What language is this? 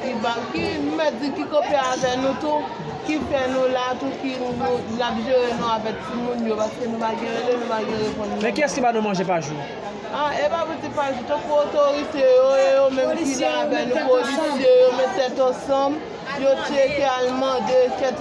Haitian Creole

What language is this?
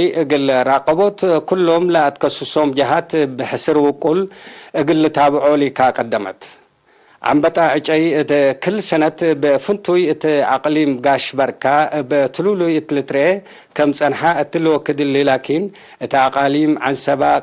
Tigre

